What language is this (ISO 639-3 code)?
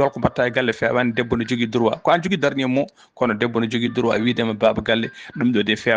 ful